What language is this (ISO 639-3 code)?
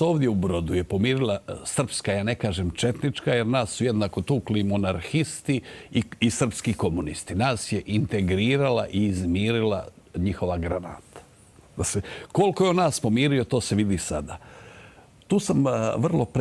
hrv